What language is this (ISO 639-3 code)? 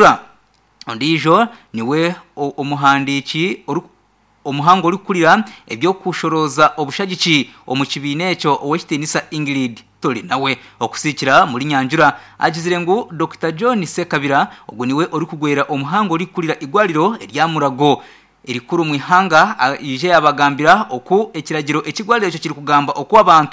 nyn